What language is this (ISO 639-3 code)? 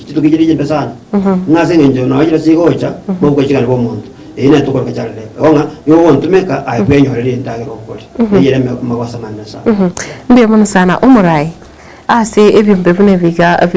guz